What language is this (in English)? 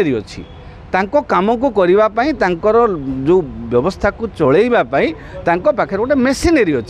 Odia